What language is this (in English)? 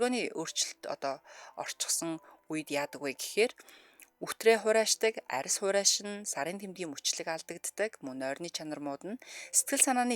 Mongolian